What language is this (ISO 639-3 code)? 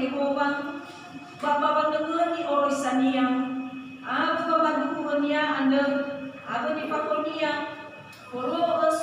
nia